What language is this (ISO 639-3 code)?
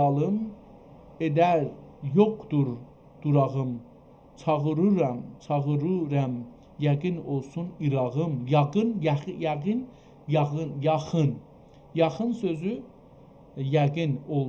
azb